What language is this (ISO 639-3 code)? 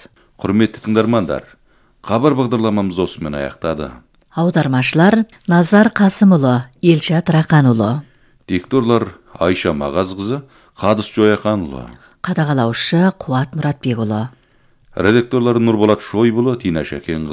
kaz